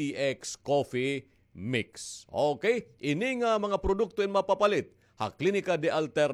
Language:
Waray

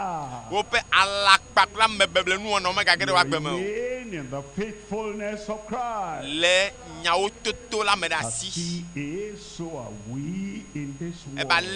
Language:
Ewe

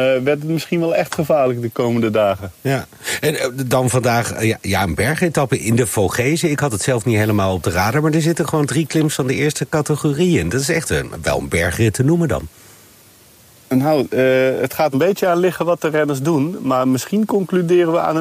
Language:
Dutch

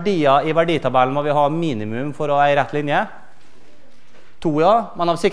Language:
Norwegian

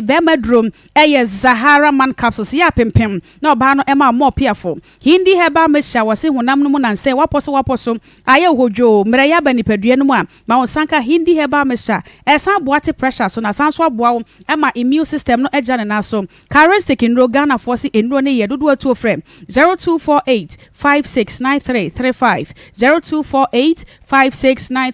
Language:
Akan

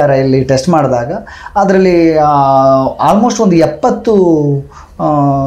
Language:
Kannada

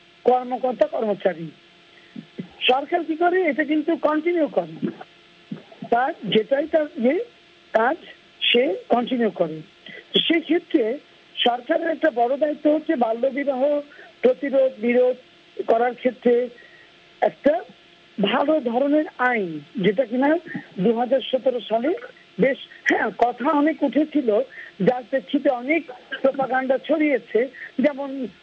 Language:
Bangla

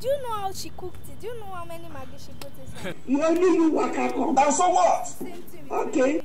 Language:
Nigerian Pidgin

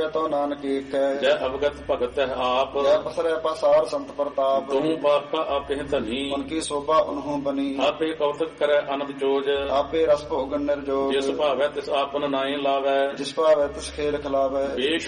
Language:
Punjabi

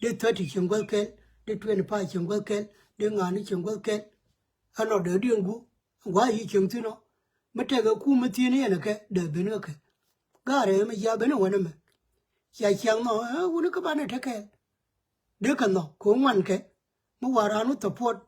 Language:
Nuer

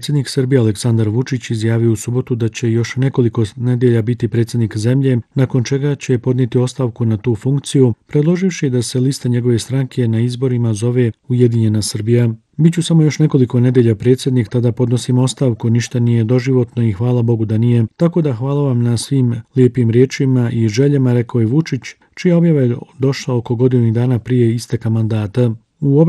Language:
Bosnian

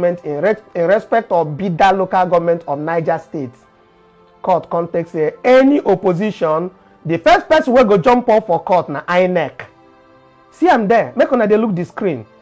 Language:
Nigerian Pidgin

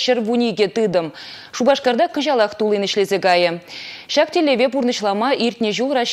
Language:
Chuvash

